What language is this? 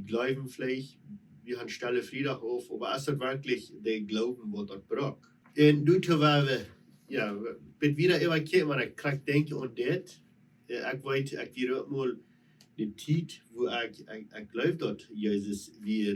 Plautdietsch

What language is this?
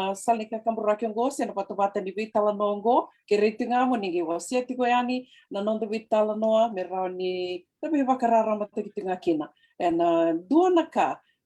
Fijian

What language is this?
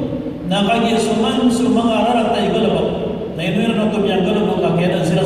Maranao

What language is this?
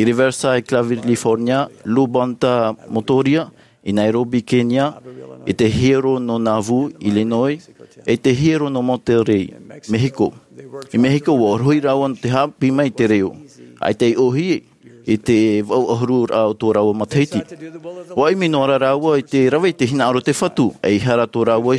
Tahitian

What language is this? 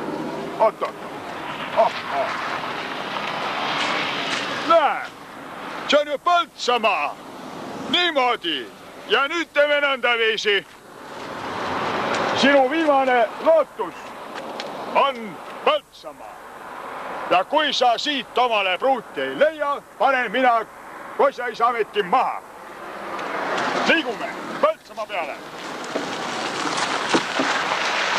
Estonian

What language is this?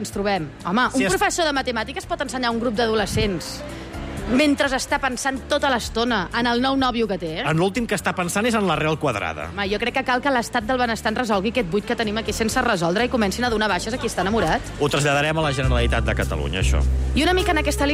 Catalan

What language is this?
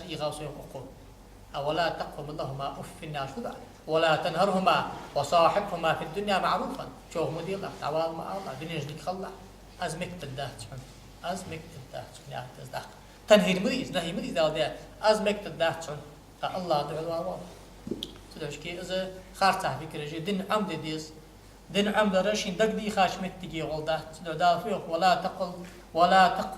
Ingush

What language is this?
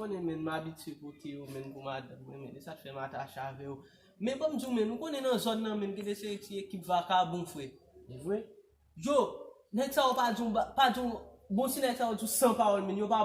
Haitian Creole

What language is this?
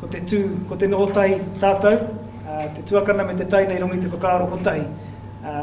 Māori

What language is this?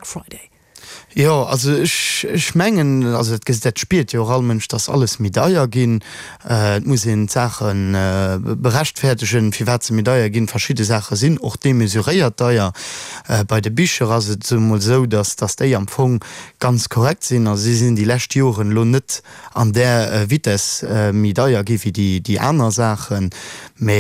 Luxembourgish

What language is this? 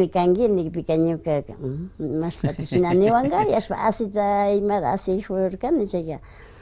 Imbabura Highland Quichua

